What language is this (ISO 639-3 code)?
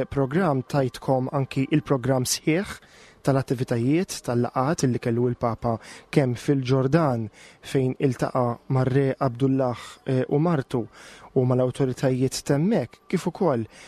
mlt